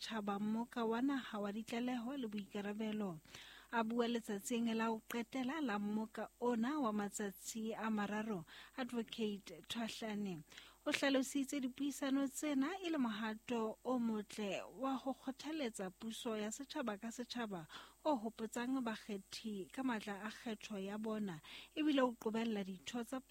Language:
Southern Sotho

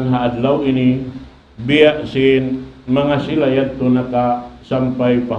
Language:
Tausug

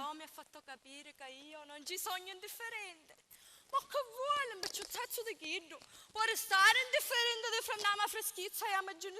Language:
Sicilian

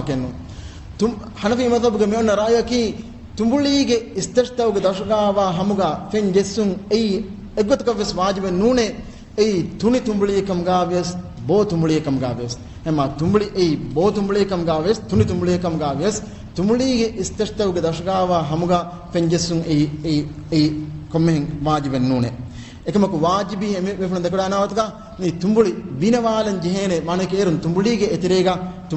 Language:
Divehi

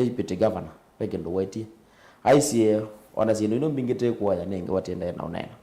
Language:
Kamba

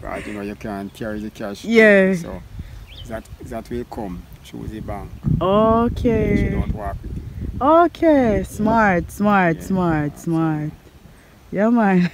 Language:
Jamaican Creole English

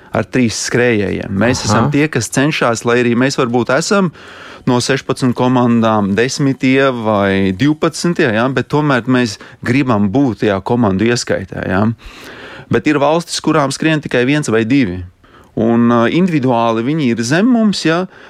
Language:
Latvian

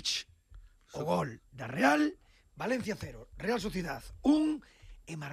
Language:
Galician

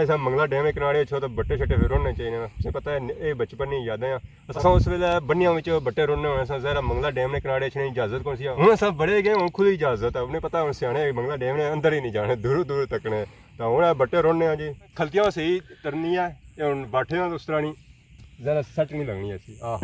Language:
Pahari-Potwari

